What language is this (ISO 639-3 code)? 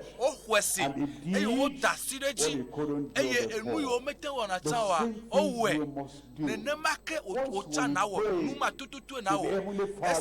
ewe